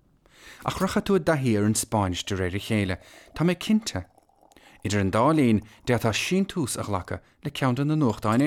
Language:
Irish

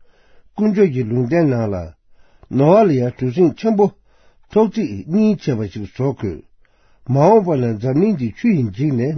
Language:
Tibetan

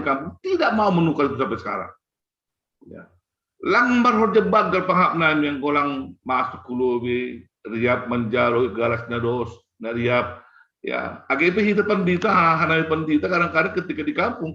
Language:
Batak Simalungun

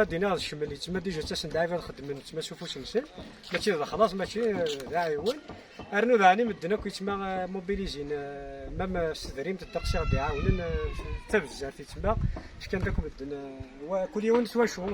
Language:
Kabyle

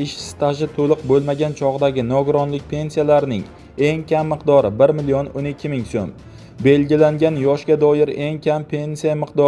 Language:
Uzbek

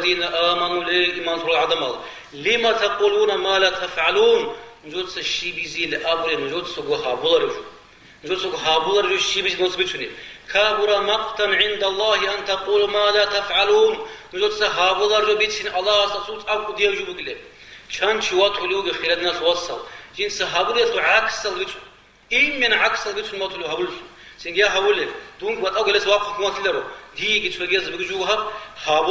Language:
Avaric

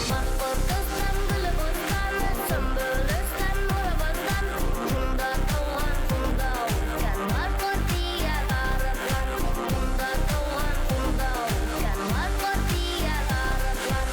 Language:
Bashkir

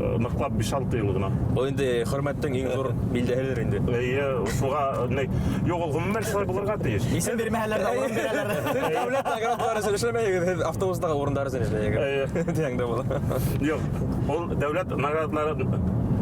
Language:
Bashkir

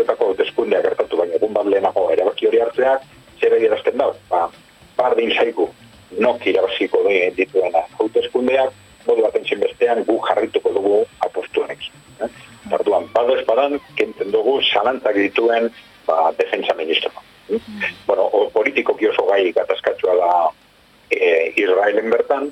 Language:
Basque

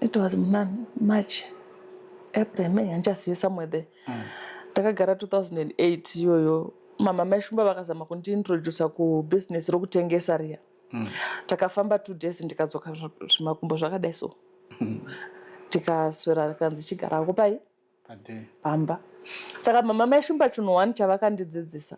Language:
Shona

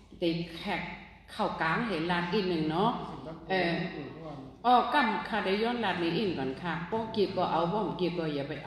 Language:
Shan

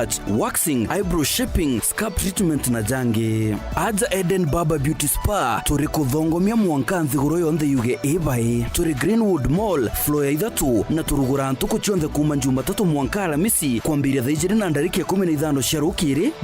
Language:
Meru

